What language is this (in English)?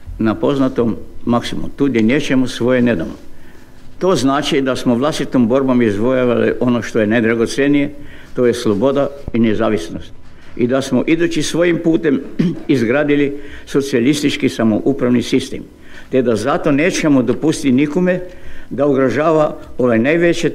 Croatian